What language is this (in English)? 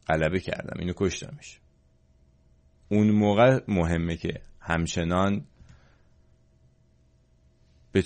Persian